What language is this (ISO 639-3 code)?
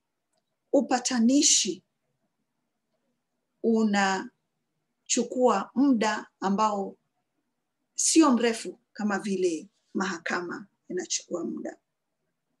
swa